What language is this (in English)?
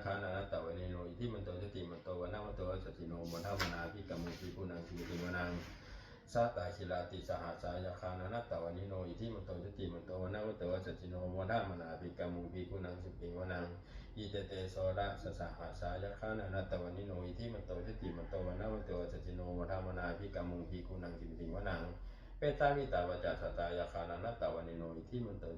Pali